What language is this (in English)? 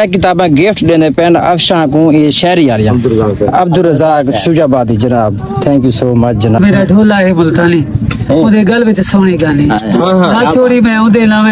Saraiki